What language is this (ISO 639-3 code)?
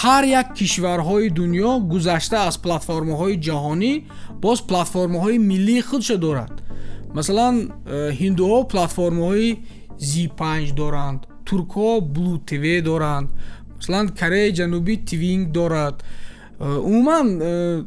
tgk